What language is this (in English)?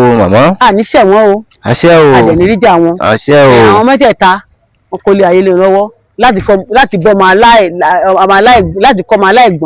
Yoruba